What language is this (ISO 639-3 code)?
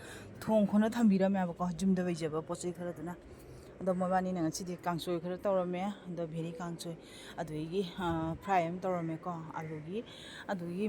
mni